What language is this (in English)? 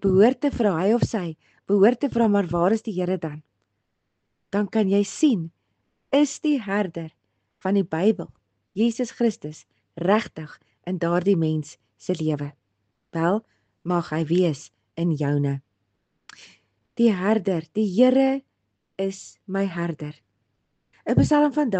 Afrikaans